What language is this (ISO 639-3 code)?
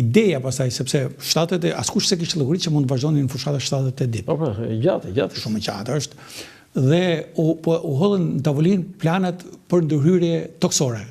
sqi